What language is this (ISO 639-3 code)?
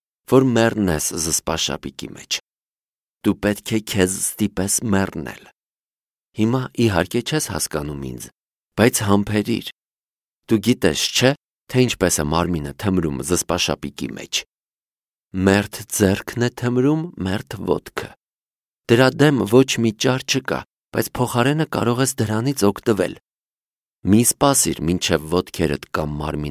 hye